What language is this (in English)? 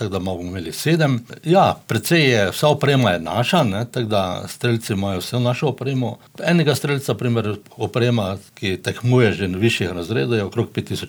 Slovenian